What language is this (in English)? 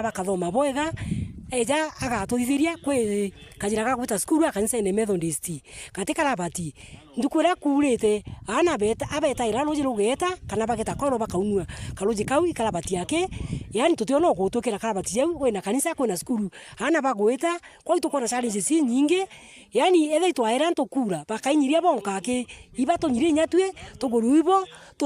Meru